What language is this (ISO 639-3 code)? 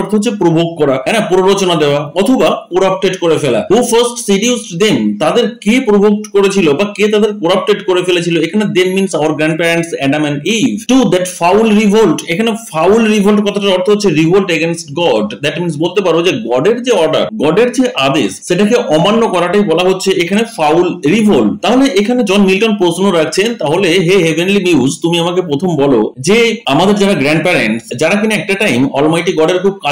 ben